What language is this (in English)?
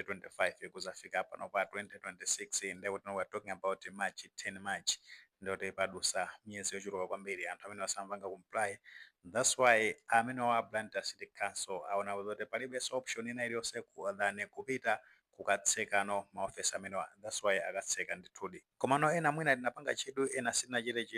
Nyanja